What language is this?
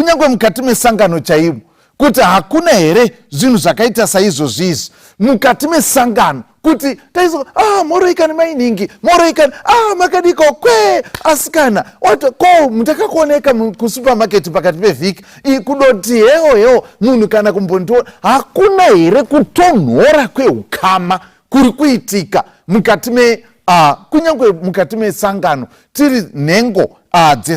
Shona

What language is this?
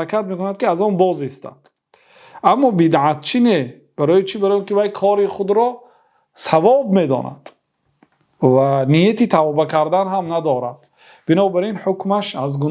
Persian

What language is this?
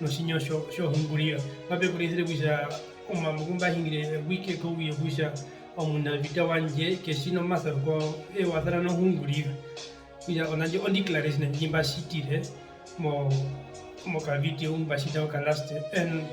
Herero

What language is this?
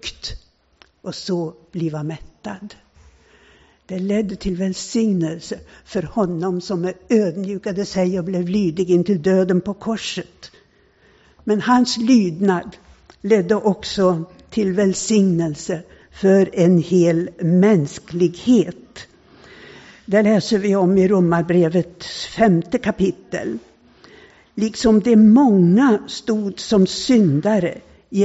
Swedish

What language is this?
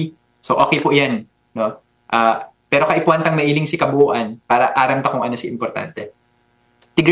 Bikol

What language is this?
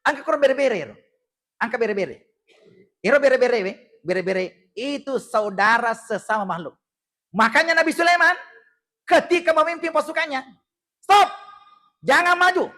Buginese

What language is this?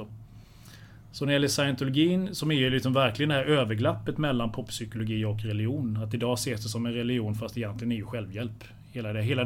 Swedish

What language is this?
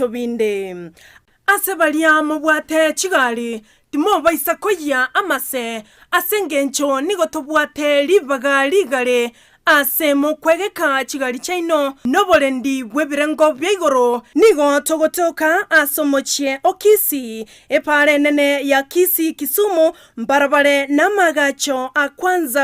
Gusii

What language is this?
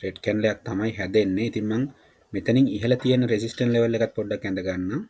Sinhala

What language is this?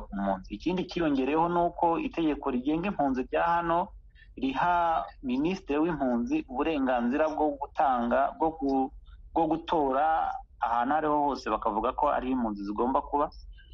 Kinyarwanda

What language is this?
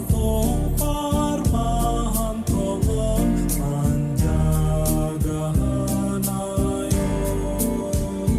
Batak Simalungun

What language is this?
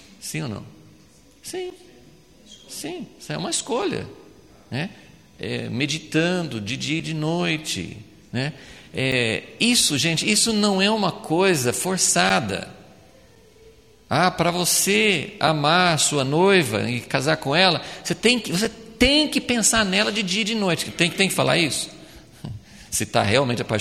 Portuguese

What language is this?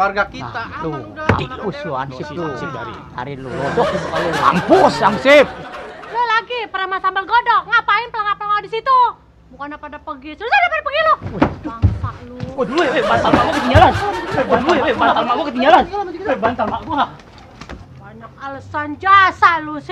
Betawi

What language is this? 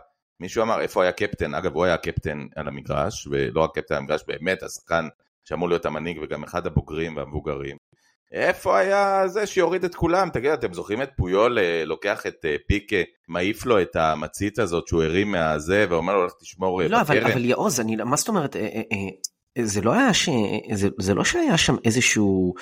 Hebrew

